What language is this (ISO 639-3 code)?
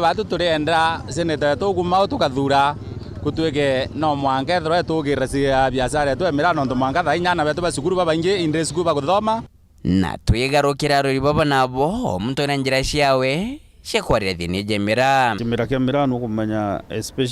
mer